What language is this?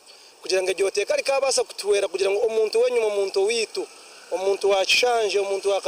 Nyankole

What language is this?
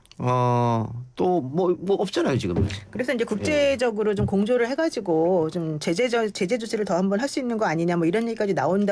Korean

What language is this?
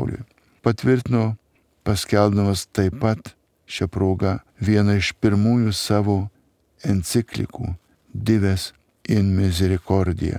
Lithuanian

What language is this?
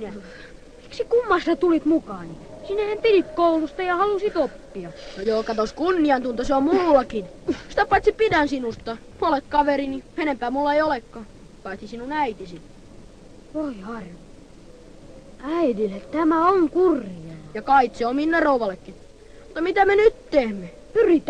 Finnish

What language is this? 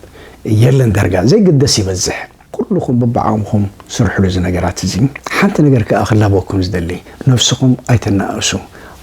Tigrinya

